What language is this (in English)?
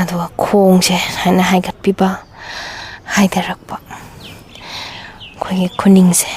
Manipuri